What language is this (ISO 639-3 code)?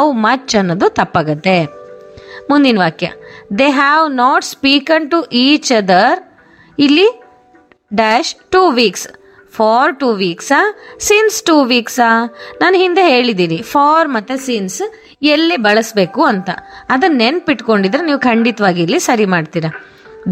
kan